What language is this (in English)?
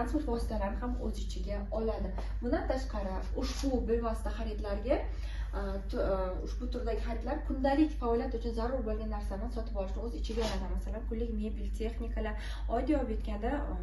Uzbek